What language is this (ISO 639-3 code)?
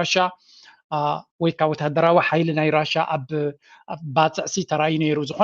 tir